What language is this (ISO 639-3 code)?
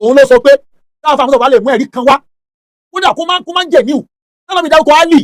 yor